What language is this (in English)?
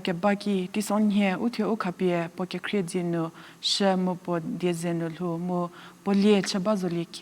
Angami Naga